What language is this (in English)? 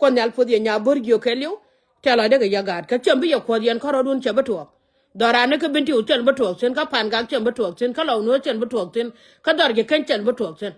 Nuer